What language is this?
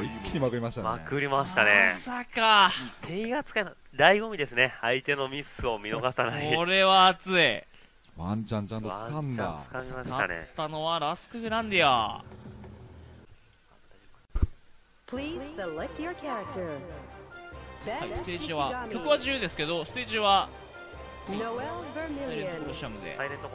Japanese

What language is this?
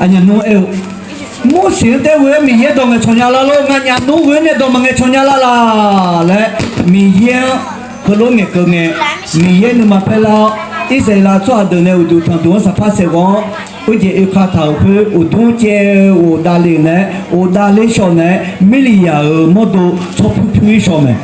Akha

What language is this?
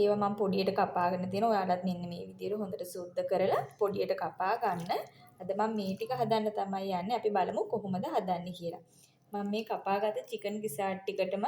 Sinhala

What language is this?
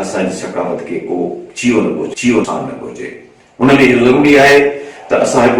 Sindhi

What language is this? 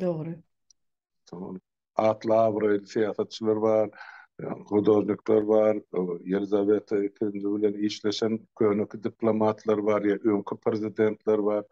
Turkmen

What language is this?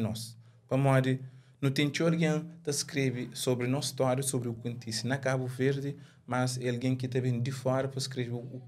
Kabuverdianu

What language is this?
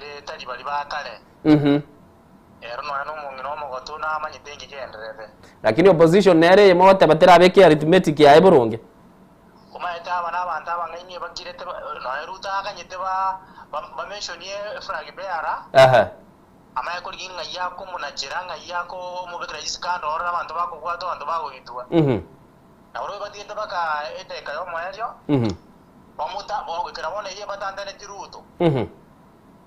Gusii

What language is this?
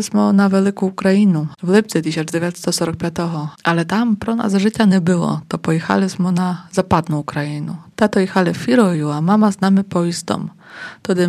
Polish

